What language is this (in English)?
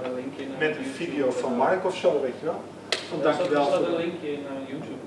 Dutch